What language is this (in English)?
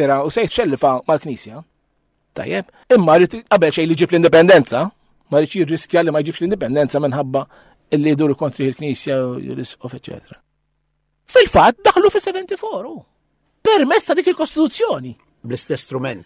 Maltese